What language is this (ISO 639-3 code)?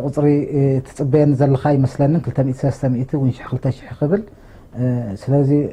tir